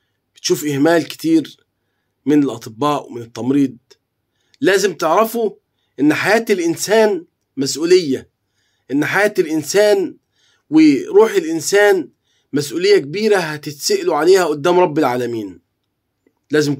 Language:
Egyptian Arabic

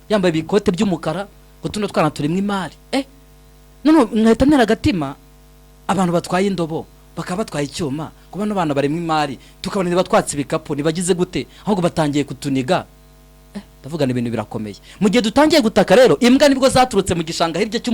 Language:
Kinyarwanda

